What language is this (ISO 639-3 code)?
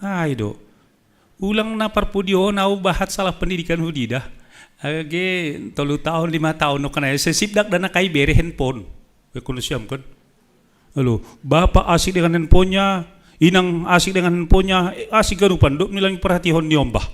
bts